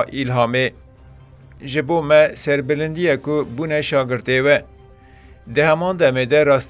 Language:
Kurdish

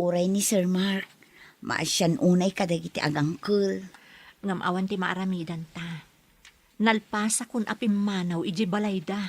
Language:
Iloko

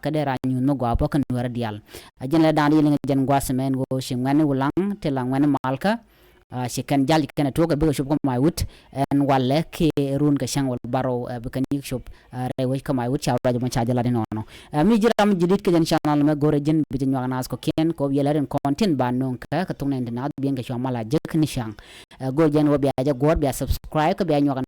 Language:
Nuer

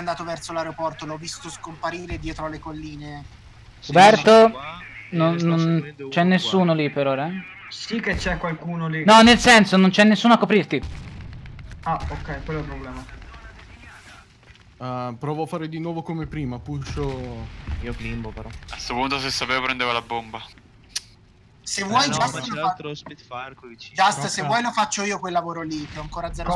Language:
Italian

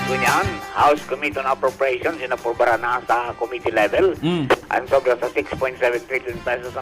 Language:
Bikol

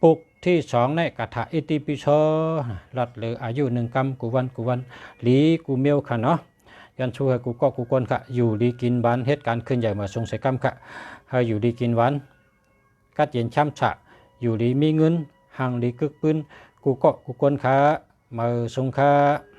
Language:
Shan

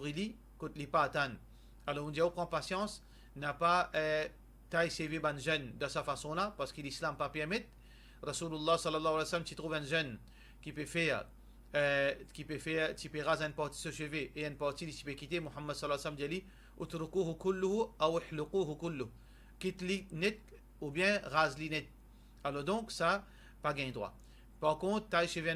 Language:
Morisyen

